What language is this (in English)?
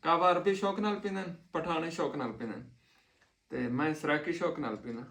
Saraiki